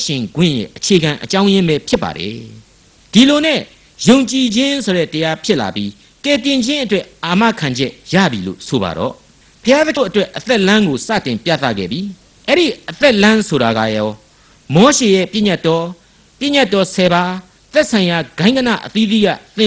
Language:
Burmese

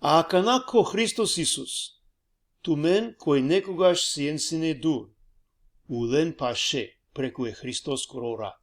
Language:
Balkan Romani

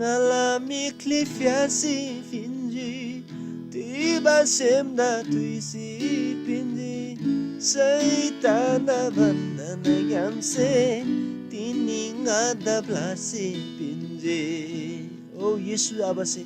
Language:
Eastern Tamang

